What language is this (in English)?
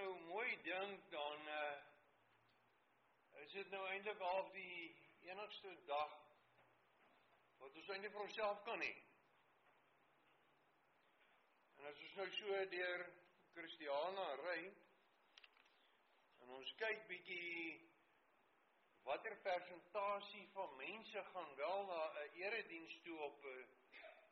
Afrikaans